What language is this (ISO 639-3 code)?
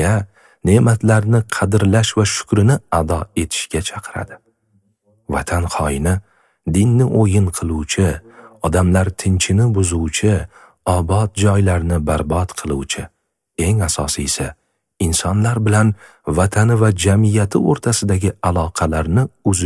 uzb